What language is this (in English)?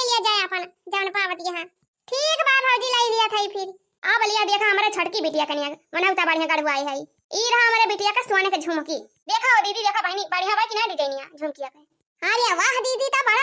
Awadhi